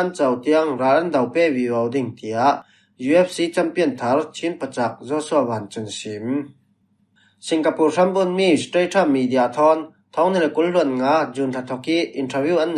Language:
Falam Chin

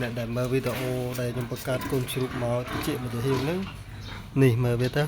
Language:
Khmer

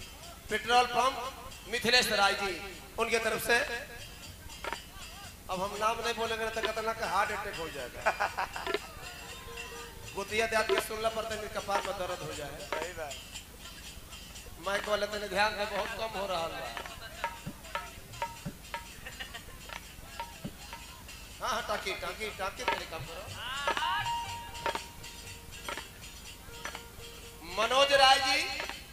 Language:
Bhojpuri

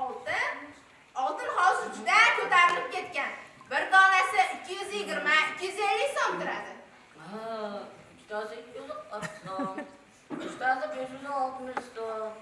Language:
Uzbek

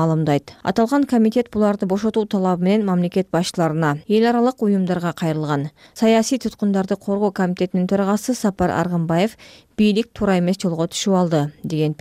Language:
Kyrgyz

